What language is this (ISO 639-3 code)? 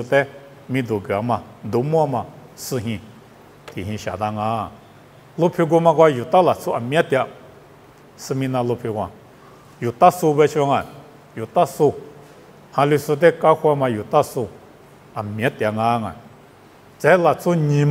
lis